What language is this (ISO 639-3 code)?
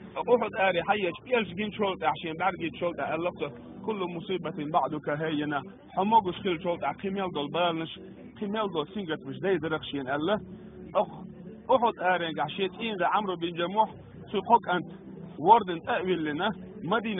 che